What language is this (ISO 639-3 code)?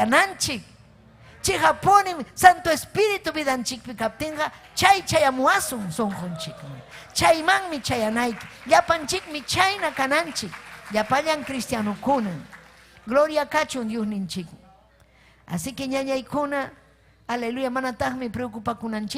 quy